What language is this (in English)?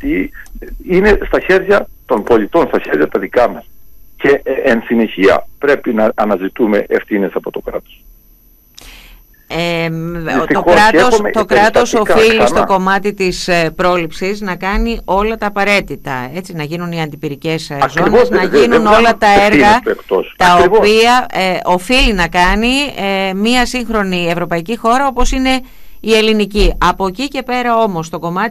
Greek